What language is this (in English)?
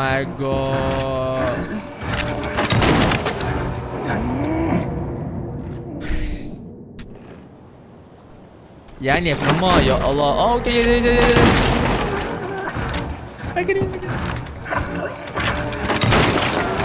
Malay